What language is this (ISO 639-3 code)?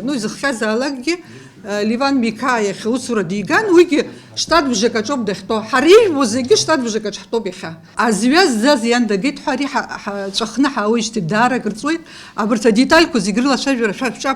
abk